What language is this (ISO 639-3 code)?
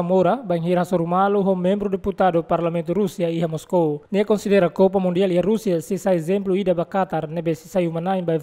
tet